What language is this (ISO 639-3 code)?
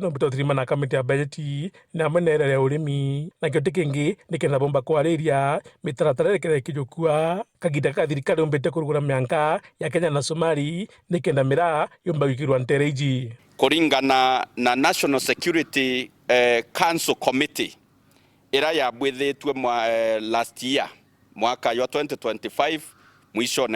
mer